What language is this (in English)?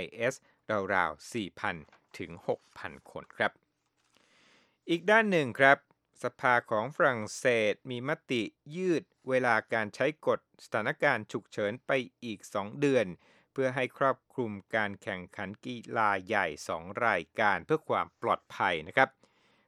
Thai